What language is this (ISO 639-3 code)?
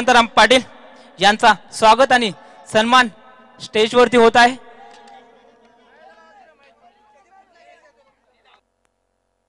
mar